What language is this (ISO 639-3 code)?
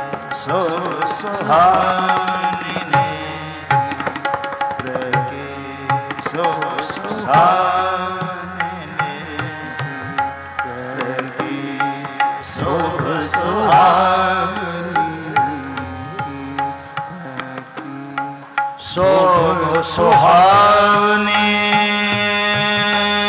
pan